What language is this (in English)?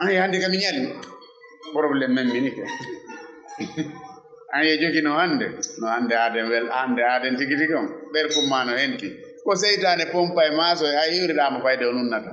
Fula